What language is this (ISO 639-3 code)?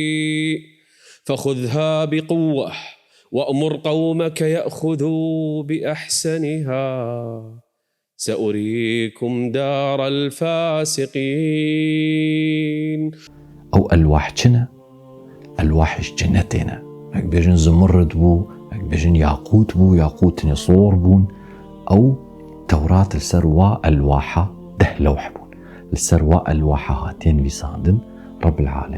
kur